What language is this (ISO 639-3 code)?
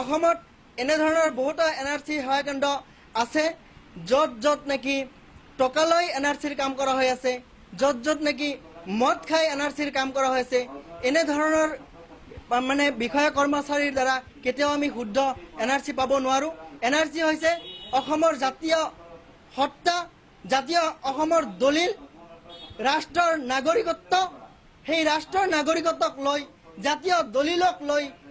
asm